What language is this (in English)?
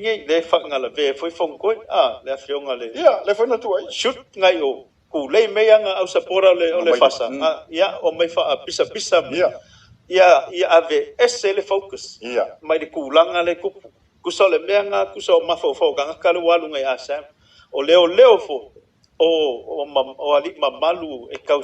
Samoan